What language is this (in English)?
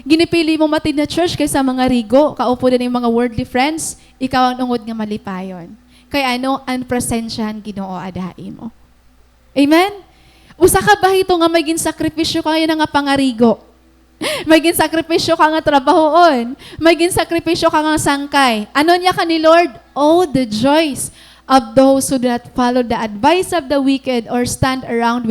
Waray